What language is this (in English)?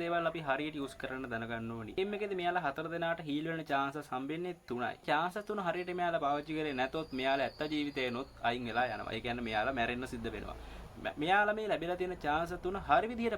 Sinhala